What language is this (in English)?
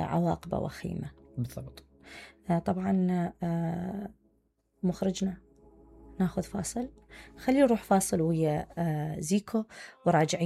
Mesopotamian Arabic